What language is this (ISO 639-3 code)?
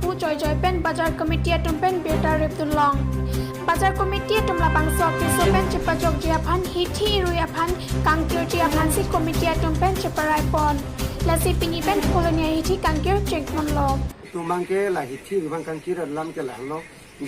mjw